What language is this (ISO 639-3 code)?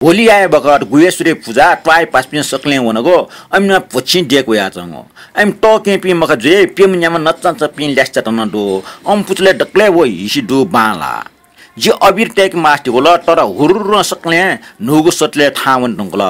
new